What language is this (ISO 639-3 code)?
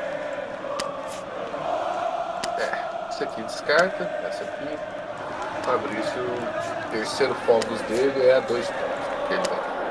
por